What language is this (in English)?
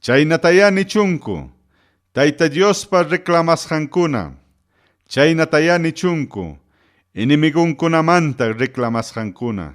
Ayacucho Quechua